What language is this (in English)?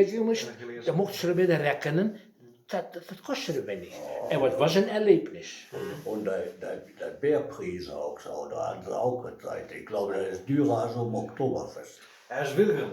Westphalien